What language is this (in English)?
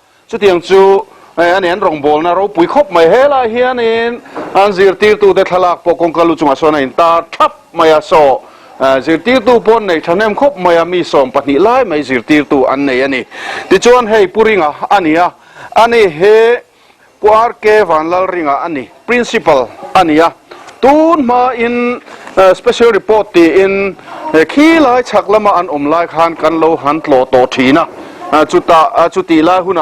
Mizo